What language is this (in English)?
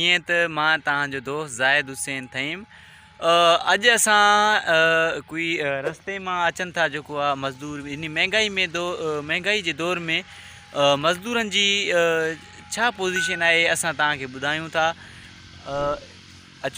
Sindhi